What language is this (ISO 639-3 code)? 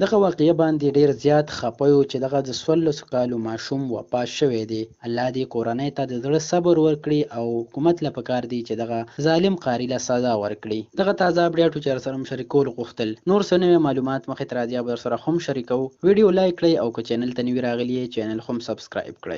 pus